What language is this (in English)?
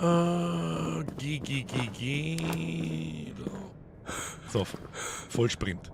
Bavarian